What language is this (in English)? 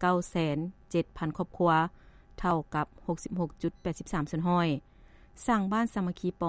Lao